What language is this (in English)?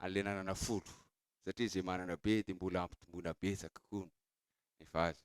Malagasy